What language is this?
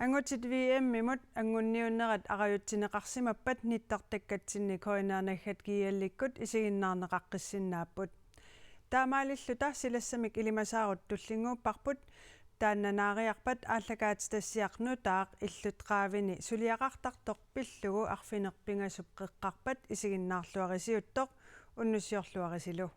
Kalaallisut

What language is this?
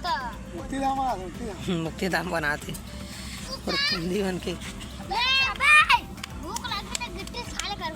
Chhattisgarhi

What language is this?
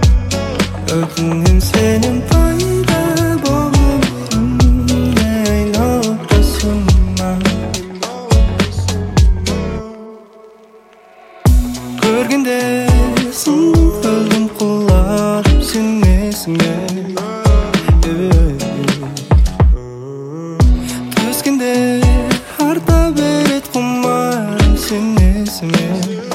Kazakh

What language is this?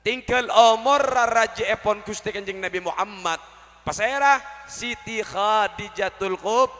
Madurese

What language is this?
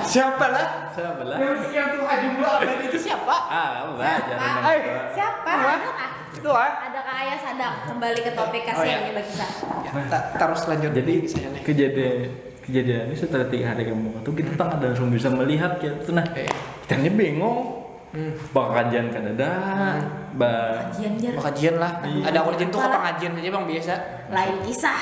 Banjar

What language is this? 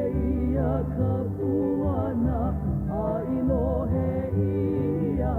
Hawaiian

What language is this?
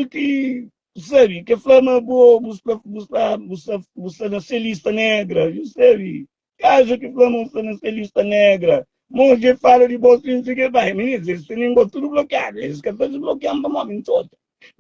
Kabuverdianu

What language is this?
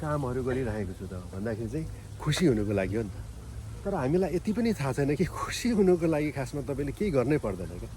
Nepali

